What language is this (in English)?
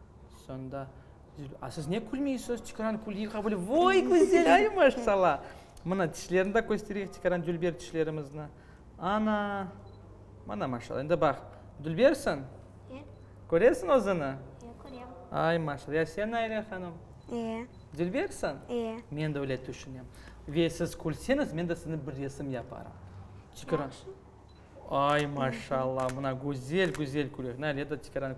Crimean Tatar